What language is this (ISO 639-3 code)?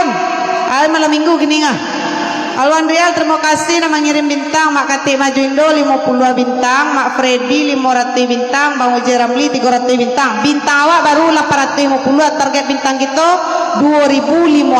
min